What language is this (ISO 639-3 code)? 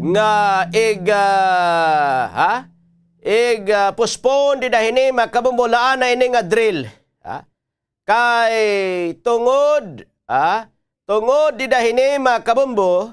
war